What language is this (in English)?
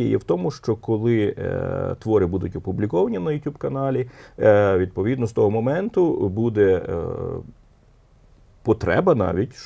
Ukrainian